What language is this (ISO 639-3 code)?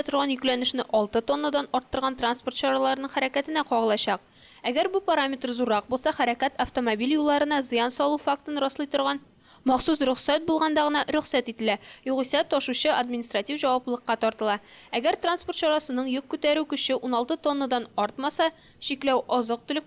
tat